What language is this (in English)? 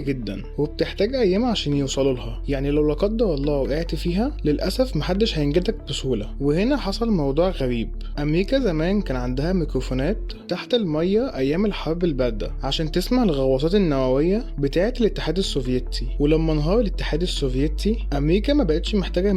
Egyptian Arabic